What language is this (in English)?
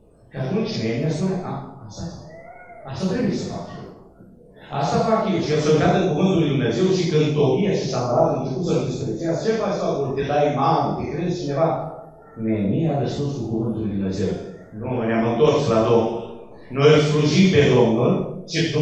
Romanian